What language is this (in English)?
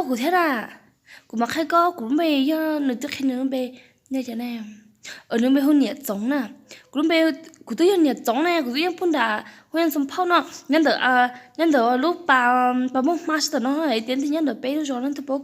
Hmong